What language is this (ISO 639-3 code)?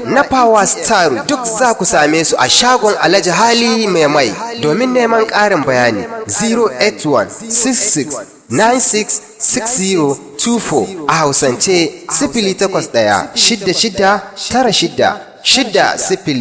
hau